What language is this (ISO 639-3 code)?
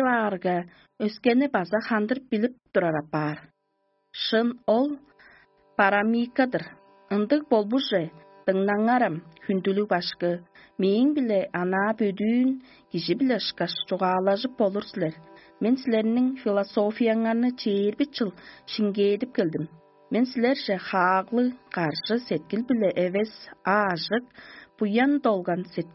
tyv